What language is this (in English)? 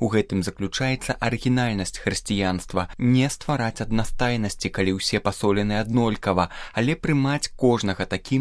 Belarusian